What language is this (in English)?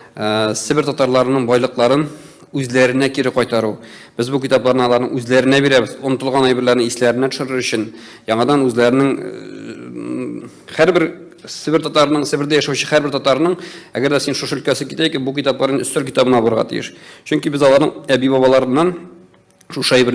Tatar